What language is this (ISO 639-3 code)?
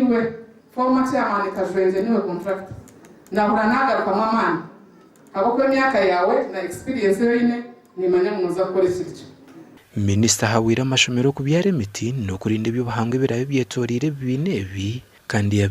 nyn